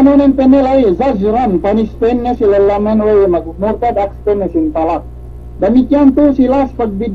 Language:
Yakan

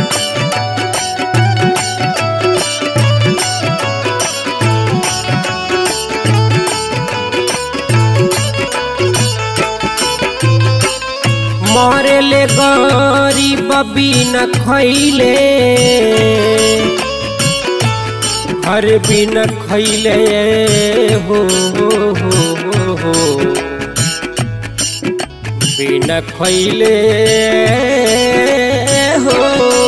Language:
Bhojpuri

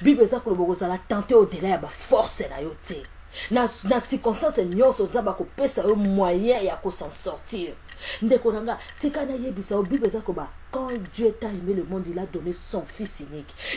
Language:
Lingala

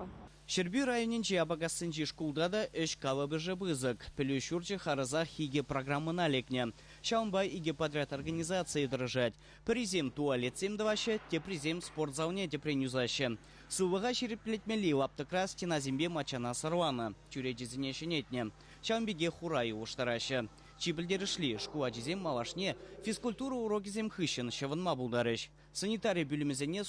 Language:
Chuvash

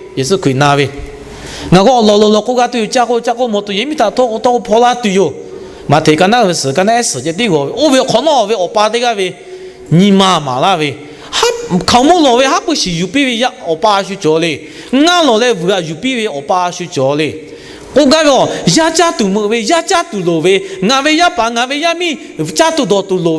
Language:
Lahu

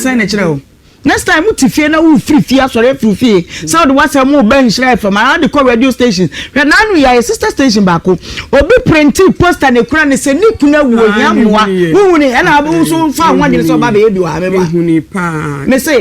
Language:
Akan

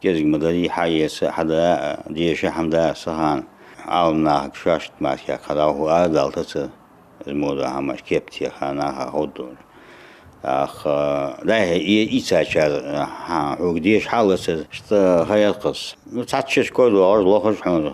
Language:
Ingush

